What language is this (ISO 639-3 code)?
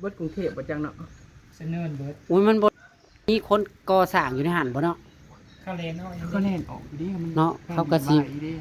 tts